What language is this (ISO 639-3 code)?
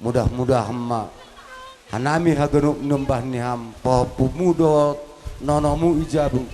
bts